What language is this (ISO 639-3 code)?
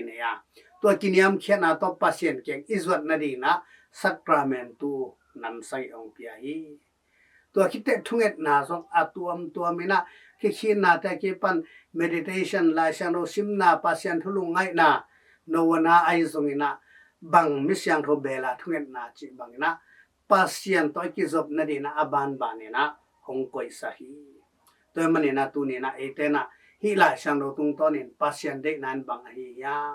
ctd